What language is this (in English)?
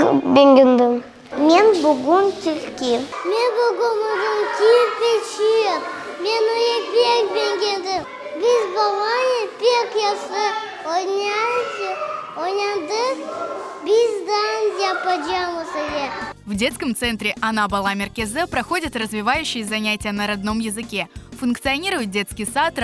Crimean Tatar